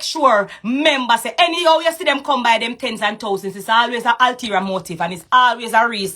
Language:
Jamaican Creole English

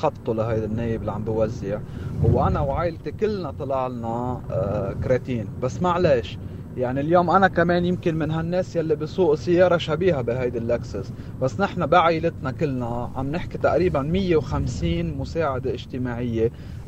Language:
North Levantine Arabic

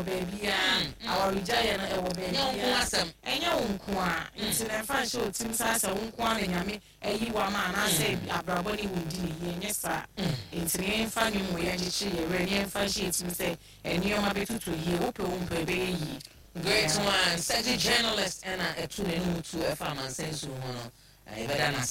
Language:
Akan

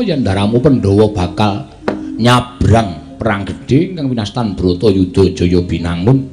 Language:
Javanese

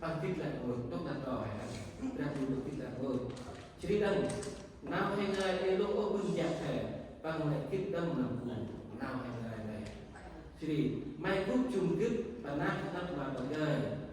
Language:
Central Mnong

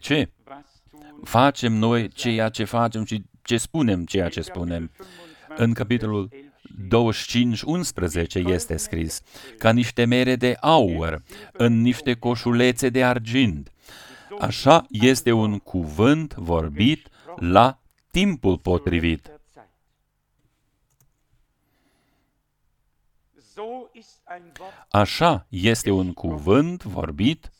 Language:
Romanian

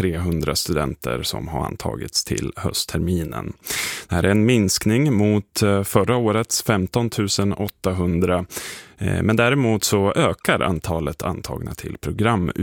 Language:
Swedish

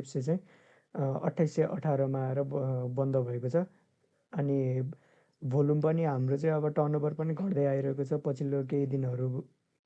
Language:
Nepali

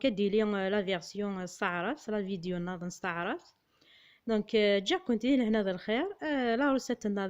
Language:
Kabyle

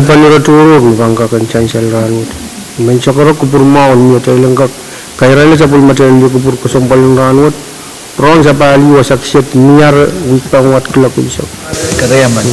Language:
Pohnpeian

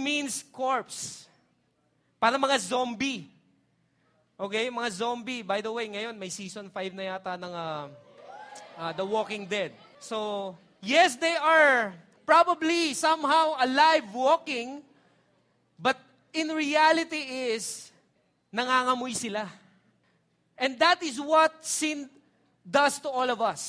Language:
Filipino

